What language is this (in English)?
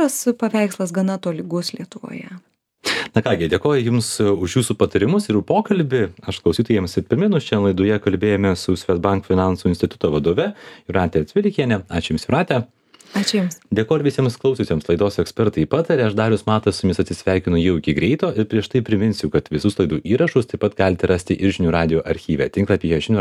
Lithuanian